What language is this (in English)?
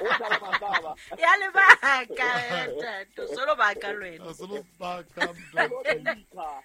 Southern Sotho